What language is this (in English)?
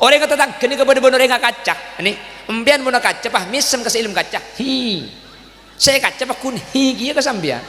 Madurese